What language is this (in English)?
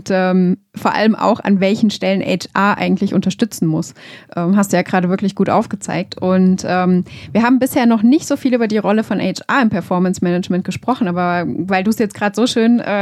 German